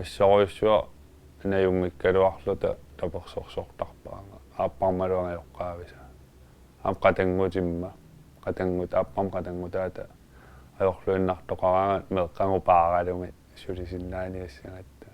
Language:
Kalaallisut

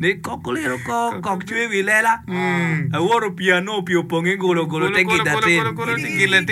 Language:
Acoli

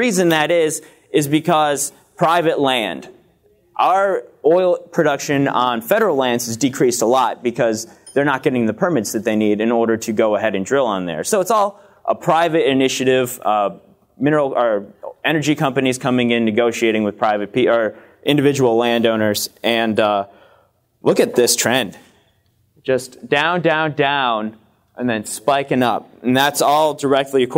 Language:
English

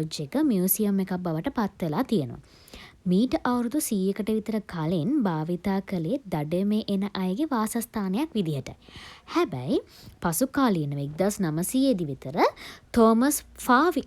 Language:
Sinhala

